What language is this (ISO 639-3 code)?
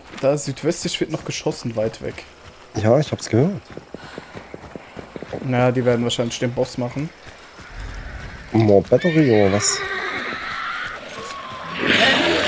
deu